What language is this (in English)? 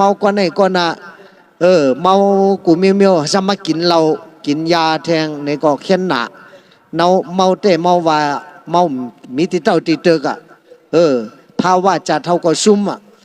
Shan